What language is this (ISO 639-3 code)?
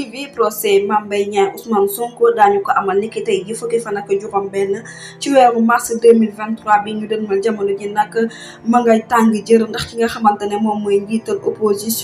wol